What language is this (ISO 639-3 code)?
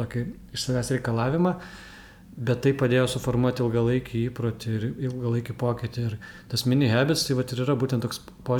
lit